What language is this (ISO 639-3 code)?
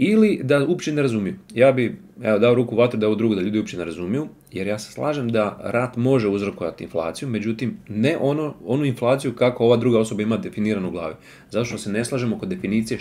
hrv